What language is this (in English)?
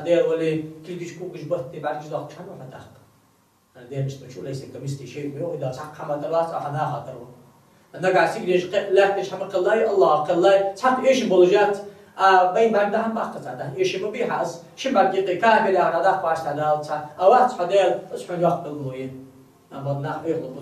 Ingush